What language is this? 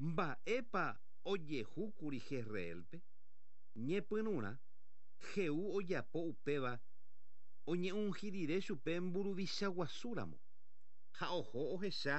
Guarani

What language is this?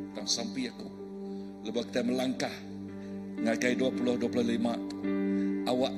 Iban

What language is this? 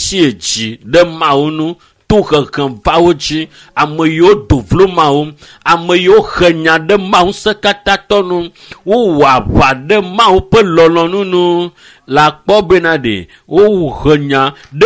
Ewe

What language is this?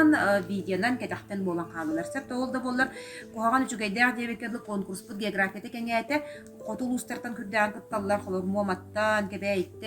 Yakut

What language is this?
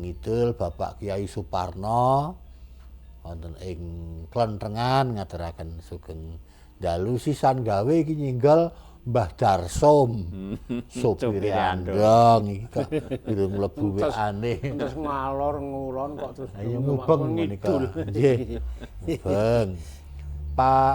Javanese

